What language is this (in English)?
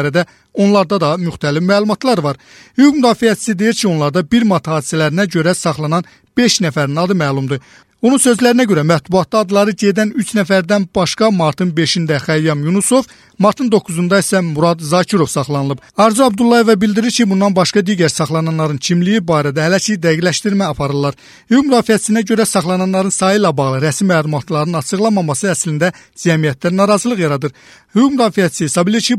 Azerbaijani